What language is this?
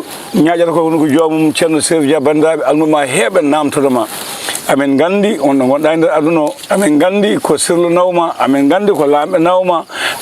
Fula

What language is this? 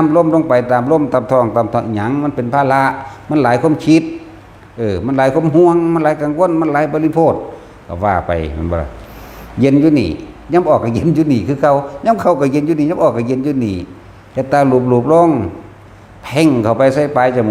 Northeastern Thai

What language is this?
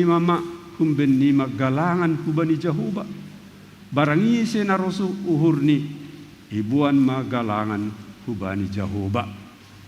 Batak Simalungun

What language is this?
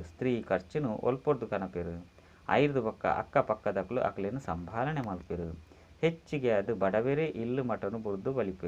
Tulu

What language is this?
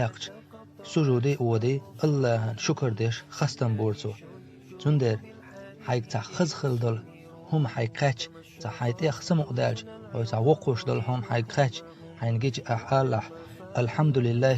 Chechen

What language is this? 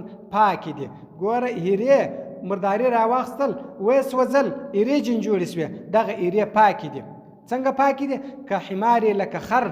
Pashto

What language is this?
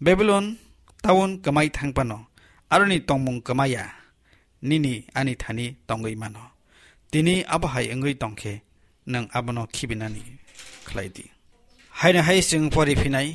Kok Borok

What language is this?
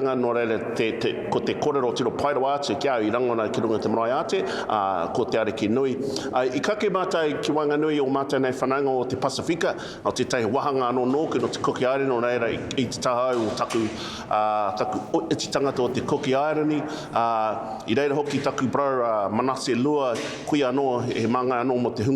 Māori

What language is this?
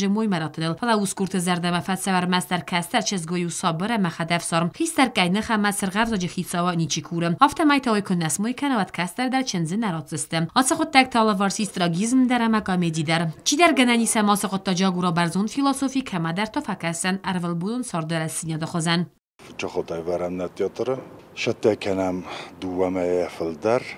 Ossetic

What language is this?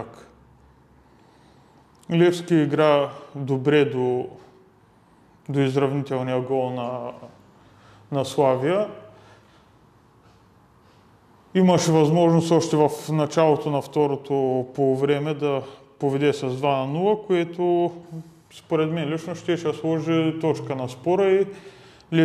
Bulgarian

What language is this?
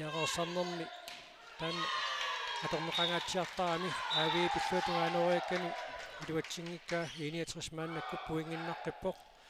Kalaallisut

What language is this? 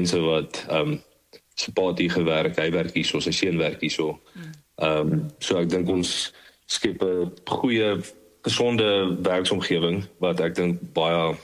Afrikaans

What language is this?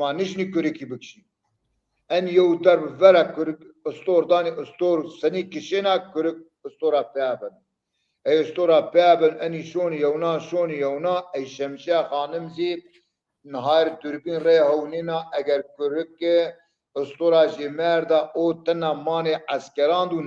Zaza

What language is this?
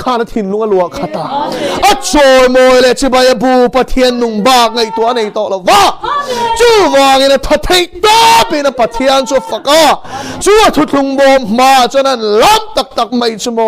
Mizo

